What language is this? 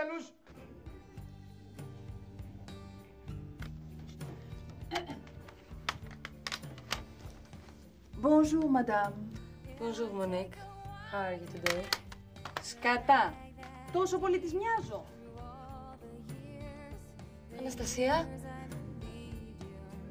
Greek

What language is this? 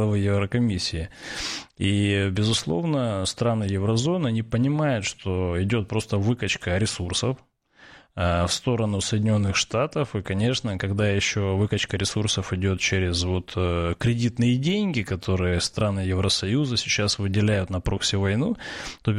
Russian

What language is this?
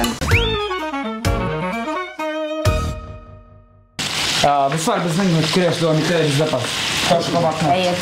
Tatar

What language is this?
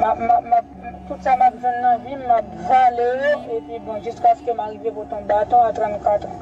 Haitian Creole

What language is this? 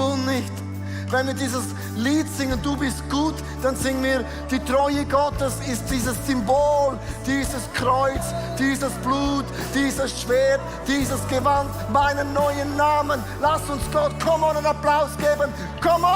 Swiss German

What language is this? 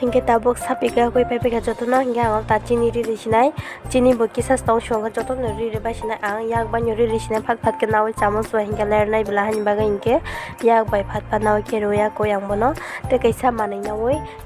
Kok Borok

